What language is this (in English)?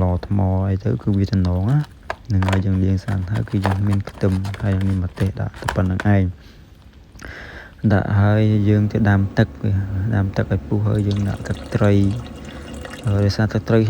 Khmer